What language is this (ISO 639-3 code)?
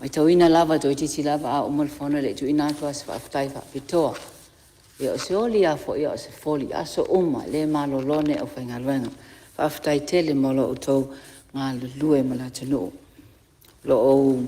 smo